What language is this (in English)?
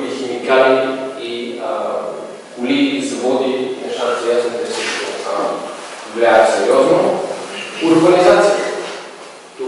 Bulgarian